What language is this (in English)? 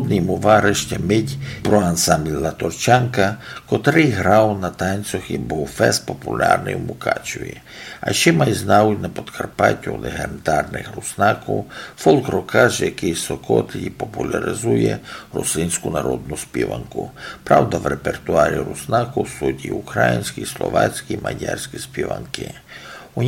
Rusyn